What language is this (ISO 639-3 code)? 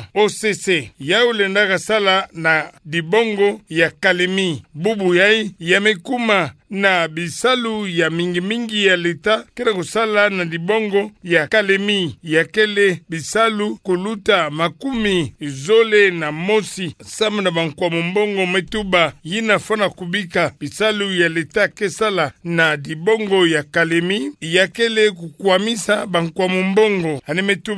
ktu